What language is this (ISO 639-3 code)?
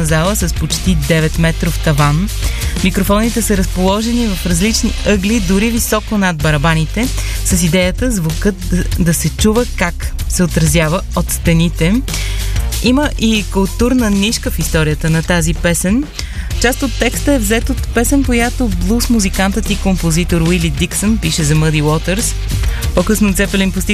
bul